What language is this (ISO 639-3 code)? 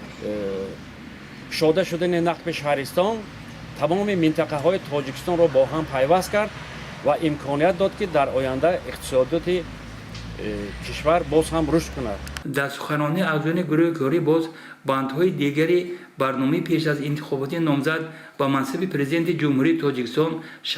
tgk